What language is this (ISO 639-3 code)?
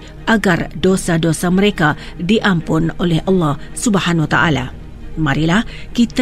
msa